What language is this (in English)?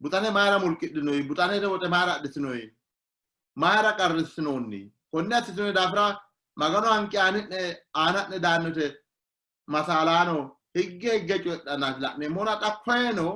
Sidamo